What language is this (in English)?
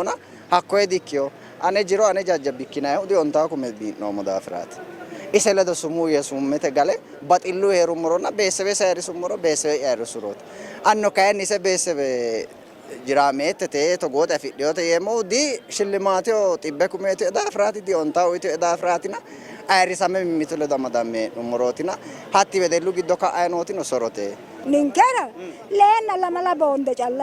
Sidamo